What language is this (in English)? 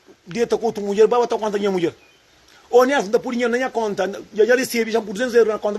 Kabuverdianu